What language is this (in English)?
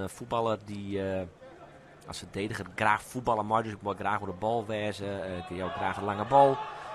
Western Frisian